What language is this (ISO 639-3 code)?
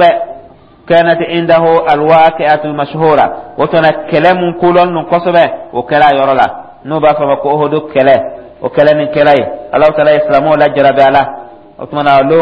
dyu